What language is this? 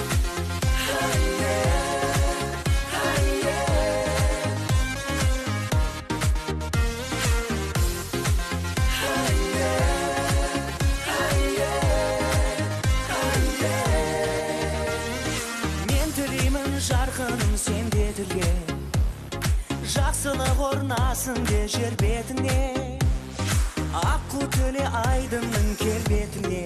Kazakh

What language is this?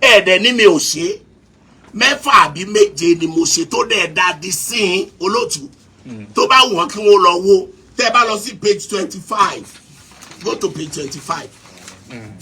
Yoruba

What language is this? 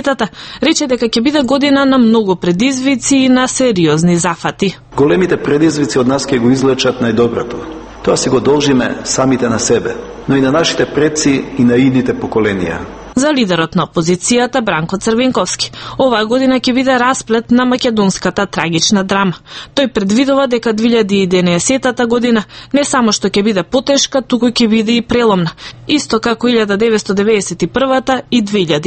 Macedonian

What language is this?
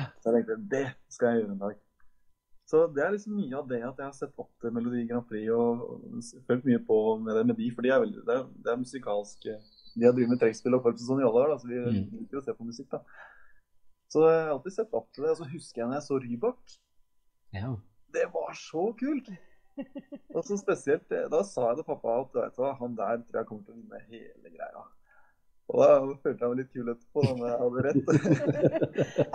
Norwegian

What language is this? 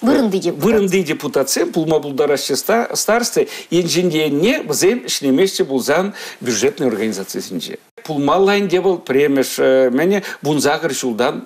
Chuvash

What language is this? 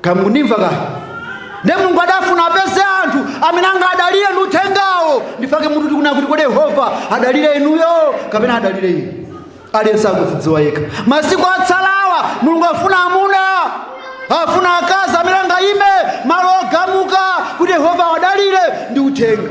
Nyanja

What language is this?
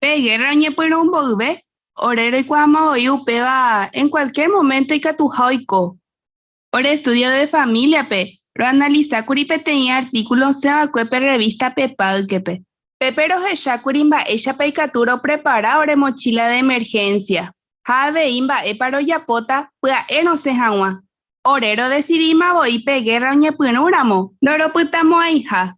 Guarani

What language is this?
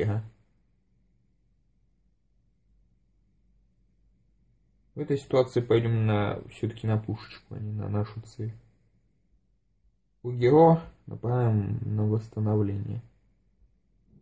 Russian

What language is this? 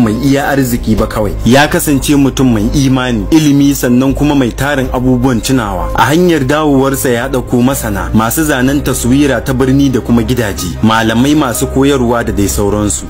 Hausa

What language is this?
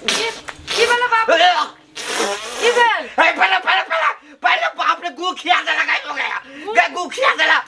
Maithili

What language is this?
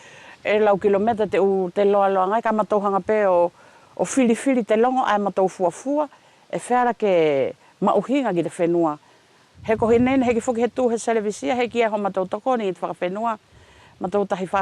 Wallisian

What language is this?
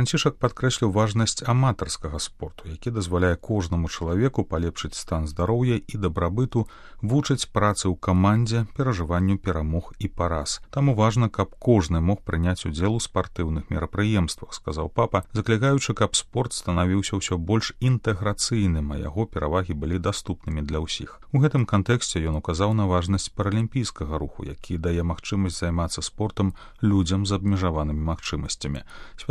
Belarusian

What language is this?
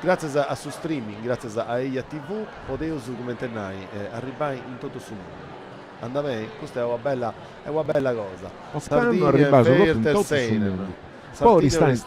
Sardinian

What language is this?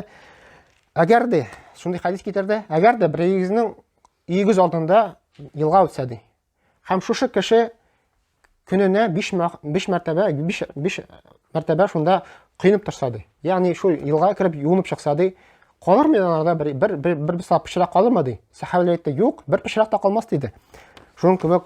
Tatar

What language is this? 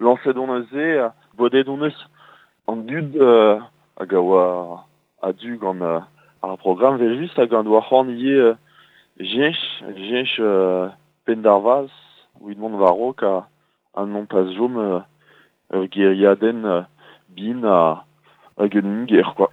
Breton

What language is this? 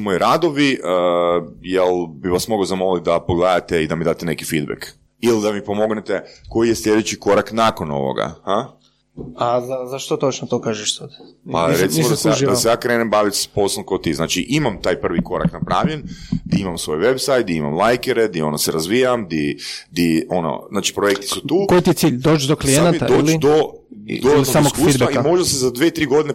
Croatian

